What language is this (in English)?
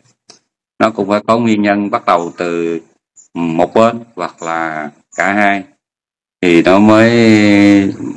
Vietnamese